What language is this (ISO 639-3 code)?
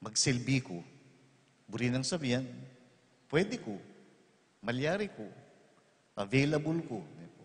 pam